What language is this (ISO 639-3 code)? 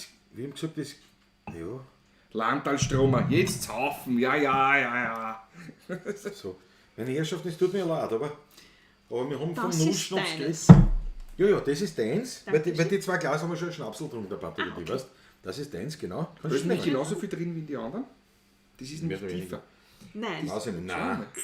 bar